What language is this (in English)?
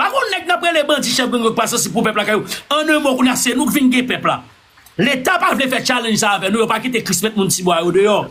Haitian Creole